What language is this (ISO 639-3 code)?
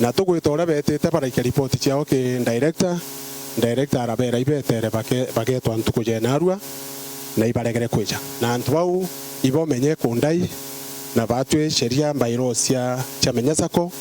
mer